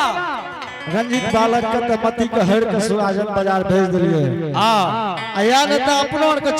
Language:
Angika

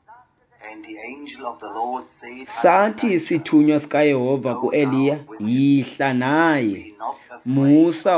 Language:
Xhosa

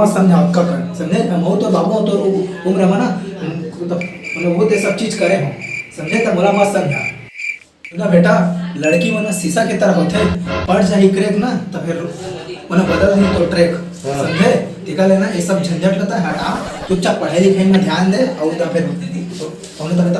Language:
Chhattisgarhi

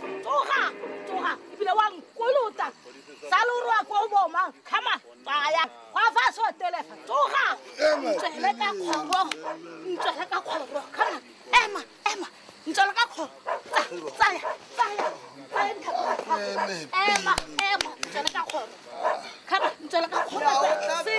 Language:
Tswana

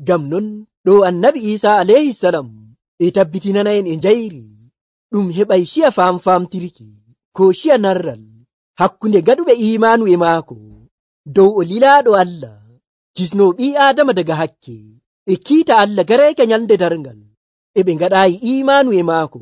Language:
Nigerian Fulfulde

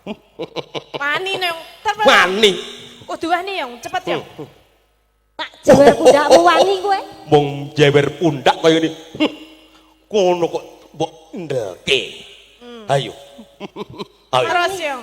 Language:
Javanese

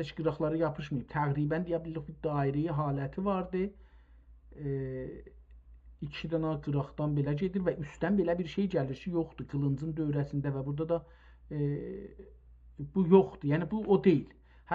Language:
South Azerbaijani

